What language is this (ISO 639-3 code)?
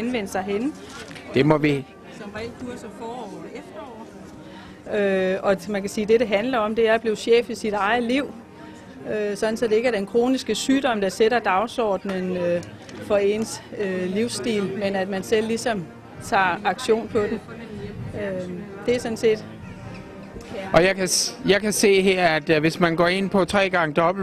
dan